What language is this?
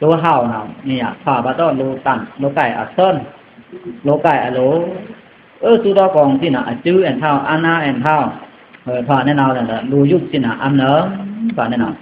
Pa'o Karen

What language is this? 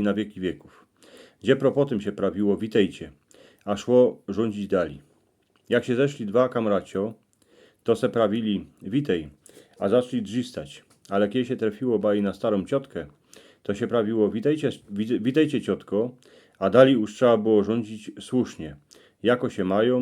Silesian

